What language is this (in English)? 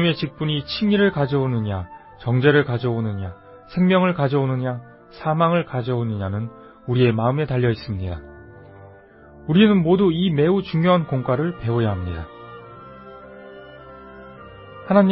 Korean